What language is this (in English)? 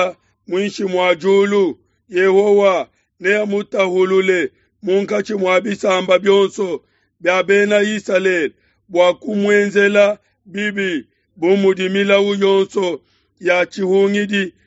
Luba-Lulua